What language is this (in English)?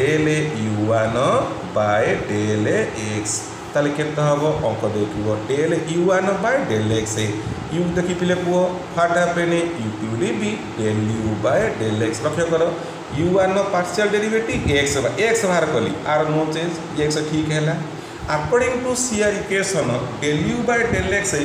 Odia